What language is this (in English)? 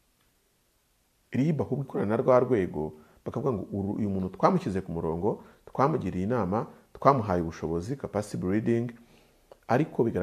Kinyarwanda